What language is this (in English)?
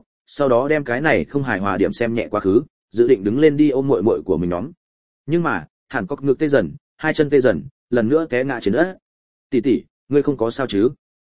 Vietnamese